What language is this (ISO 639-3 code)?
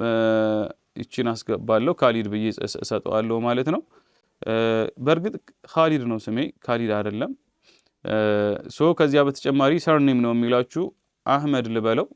amh